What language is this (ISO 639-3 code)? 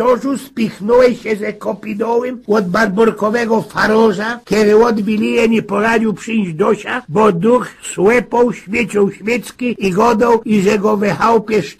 szl